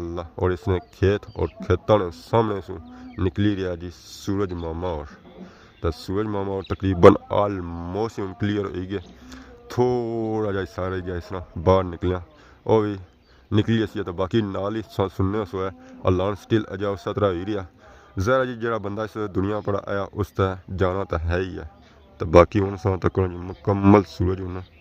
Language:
Pahari-Potwari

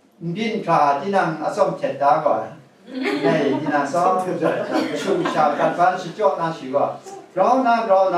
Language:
Kachin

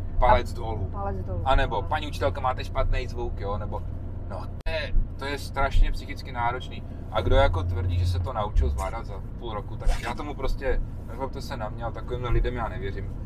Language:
Czech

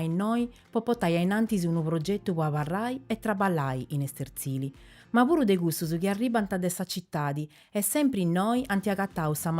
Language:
Sardinian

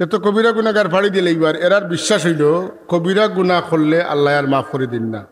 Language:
Sylheti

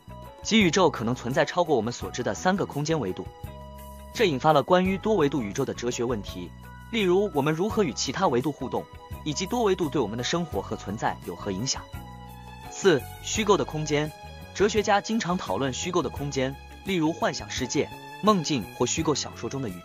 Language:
Chinese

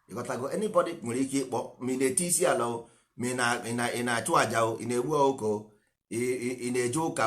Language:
Igbo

